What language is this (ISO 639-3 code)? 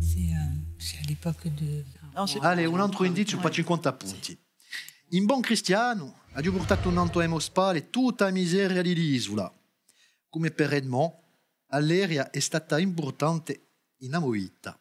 cos